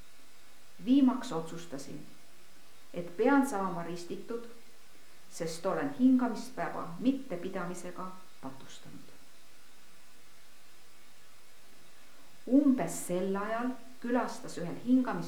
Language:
Estonian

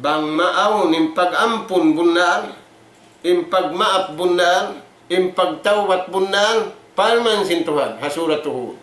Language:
Tausug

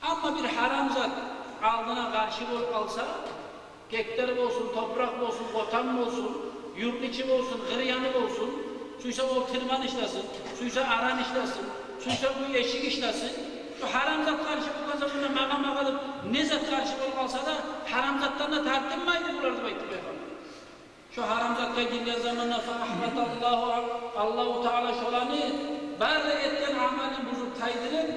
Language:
Kumyk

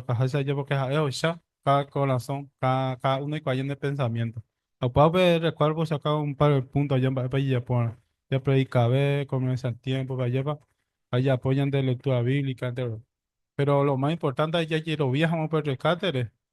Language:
Guarani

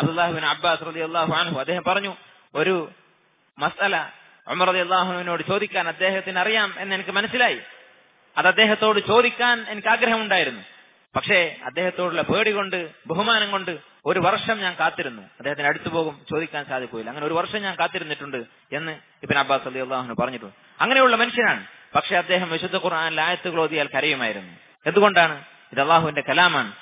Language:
Malayalam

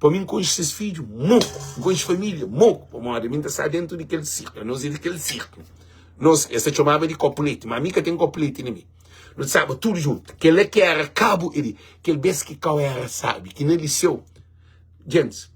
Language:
Kabuverdianu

